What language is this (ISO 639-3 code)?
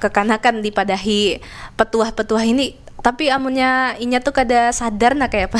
bjn